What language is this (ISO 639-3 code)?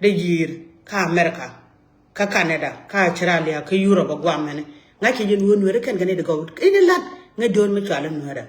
nus